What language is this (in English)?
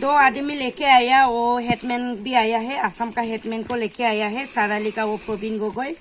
Khasi